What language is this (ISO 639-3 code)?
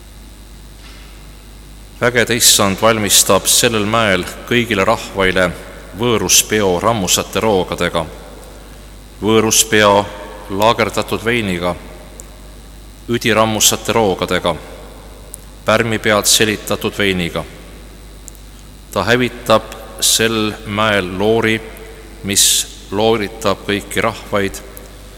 est